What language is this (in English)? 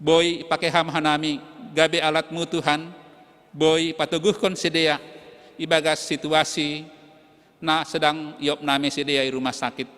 Batak Simalungun